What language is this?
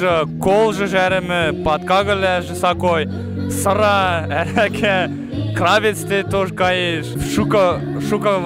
Western Mari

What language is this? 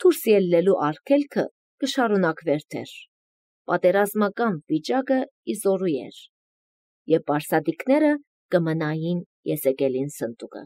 Armenian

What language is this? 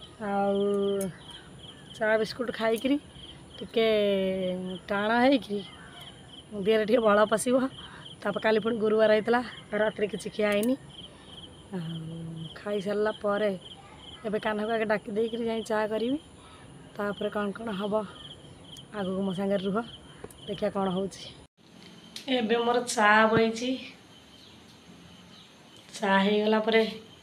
Odia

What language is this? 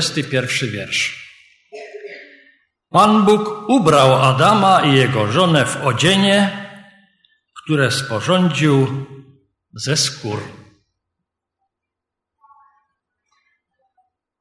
Polish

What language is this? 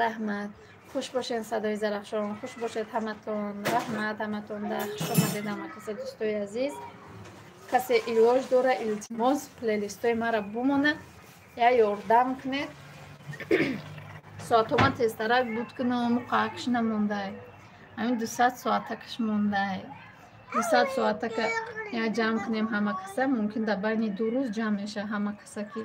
Tajik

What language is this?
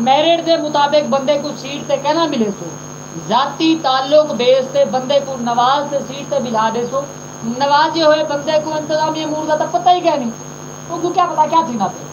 Saraiki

